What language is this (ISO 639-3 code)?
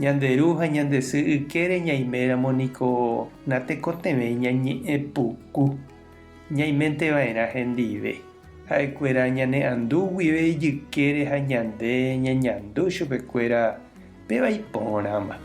grn